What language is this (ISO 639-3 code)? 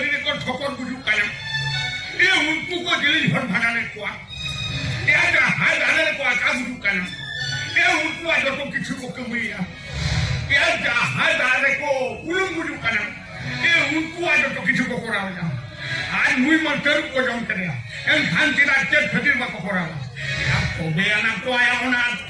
sat